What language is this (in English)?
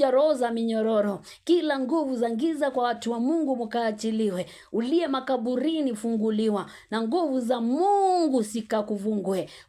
Swahili